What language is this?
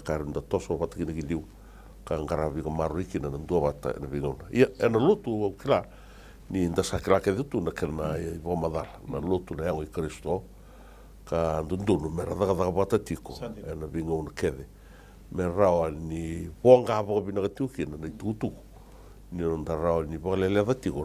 Fijian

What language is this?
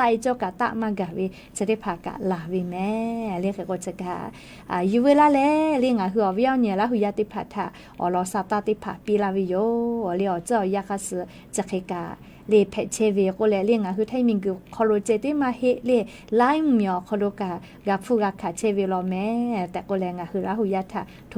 Lahu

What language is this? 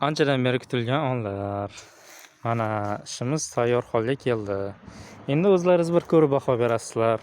Uzbek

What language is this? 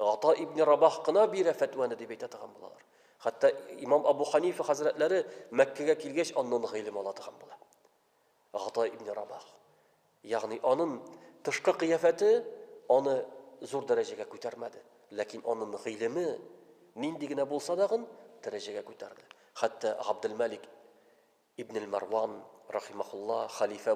Tatar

